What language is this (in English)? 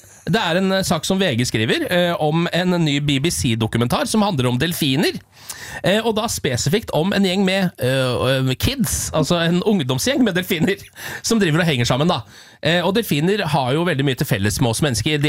Norwegian